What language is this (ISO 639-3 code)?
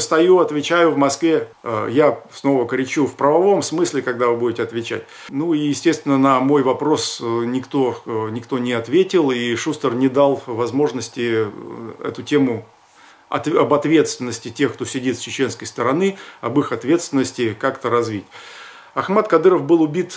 rus